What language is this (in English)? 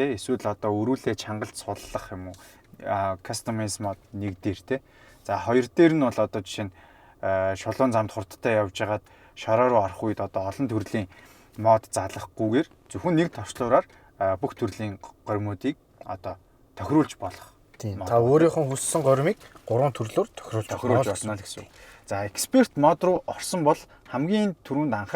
Mongolian